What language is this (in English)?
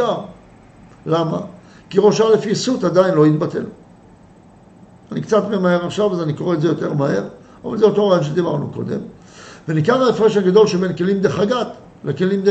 Hebrew